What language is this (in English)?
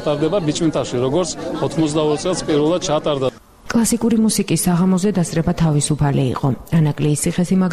Georgian